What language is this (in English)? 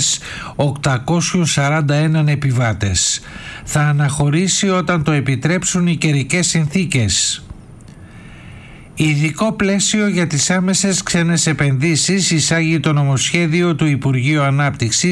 Greek